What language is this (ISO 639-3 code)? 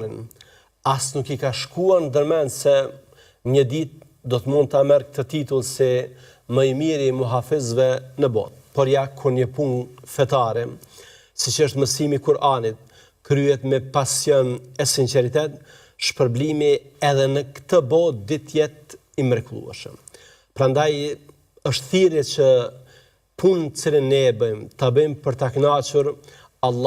sqi